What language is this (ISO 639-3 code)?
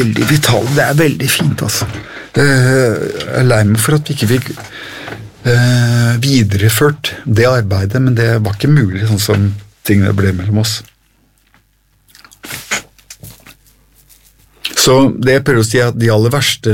nor